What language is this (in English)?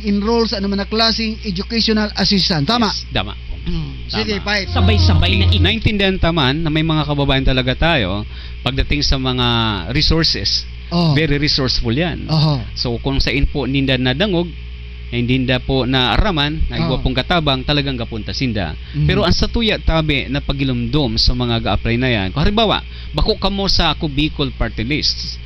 Bikol